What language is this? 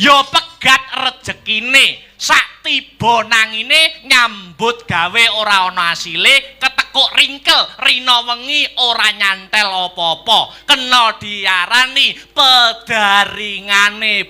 Javanese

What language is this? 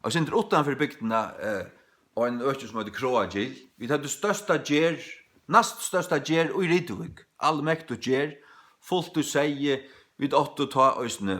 Faroese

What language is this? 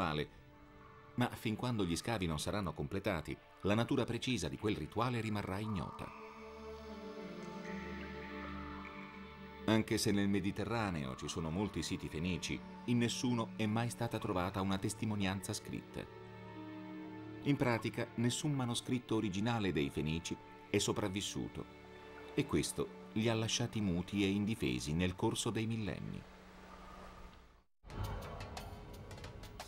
Italian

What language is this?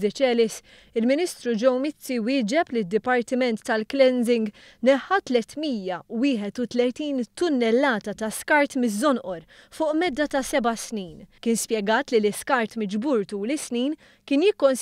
Maltese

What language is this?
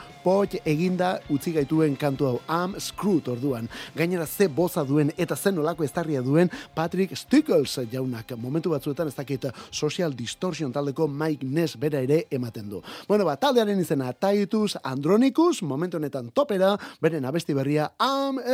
Basque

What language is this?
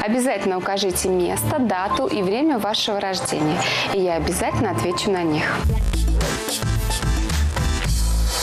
Russian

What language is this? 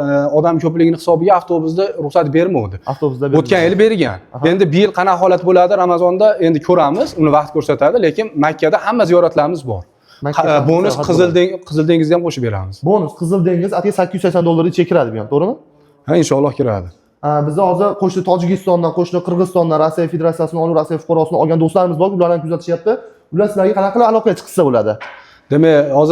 Uzbek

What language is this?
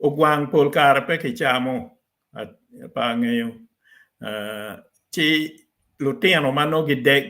Acoli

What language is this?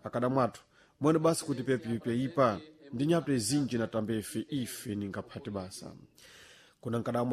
Sena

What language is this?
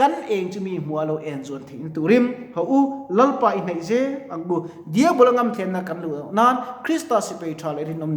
Mizo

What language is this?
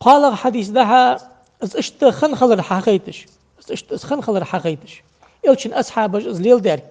Ingush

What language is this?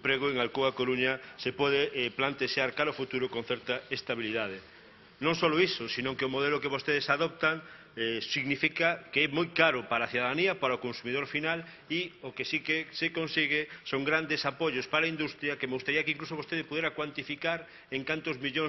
Galician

